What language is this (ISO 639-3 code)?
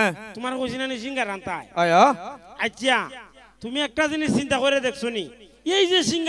syl